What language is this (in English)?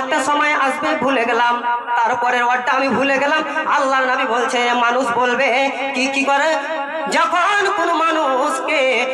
Bangla